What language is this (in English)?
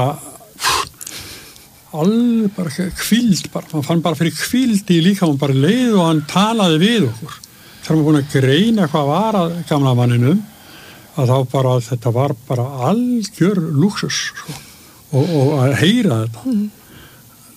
Icelandic